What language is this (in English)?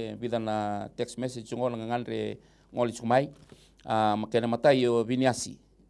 Fijian